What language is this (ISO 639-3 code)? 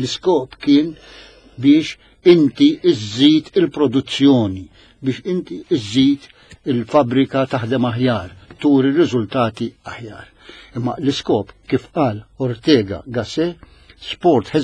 mlt